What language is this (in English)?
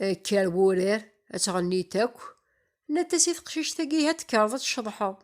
Kabyle